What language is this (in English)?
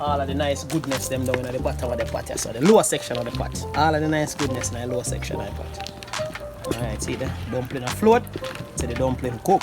Jamaican Creole English